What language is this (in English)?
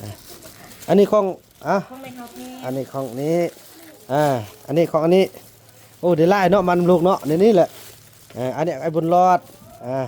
Northeastern Thai